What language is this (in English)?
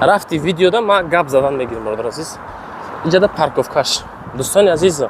Tajik